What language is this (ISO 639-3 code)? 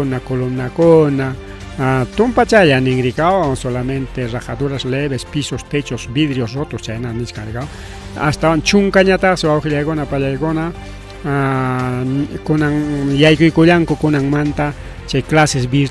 quy